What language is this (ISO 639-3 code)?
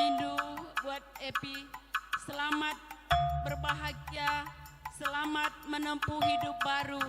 btx